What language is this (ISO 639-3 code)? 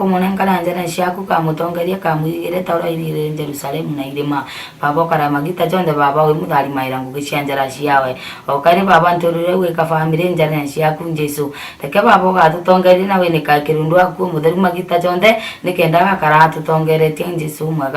mer